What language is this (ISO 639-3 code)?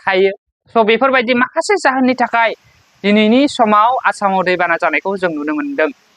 brx